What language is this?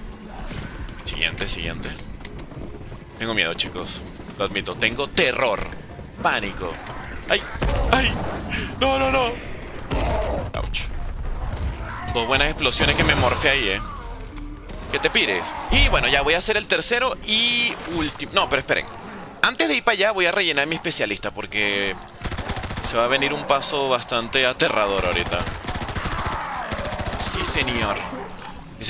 Spanish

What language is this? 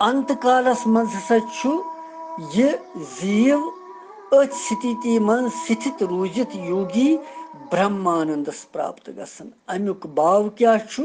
Kashmiri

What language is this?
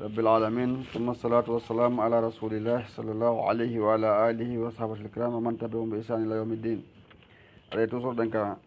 Fula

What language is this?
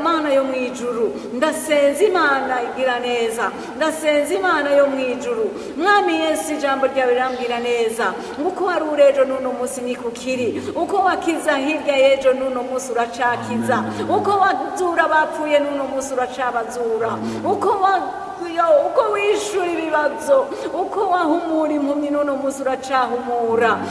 Rundi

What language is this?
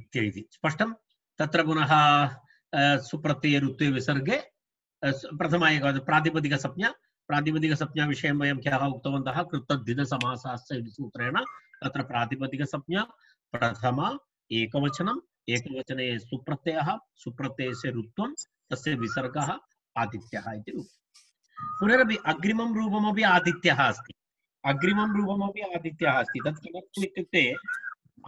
Sanskrit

